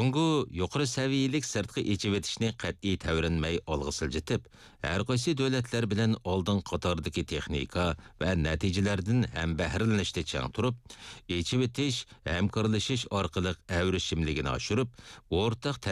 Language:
Uyghur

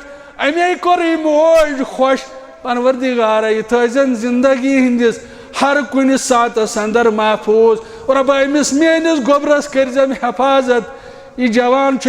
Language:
Kashmiri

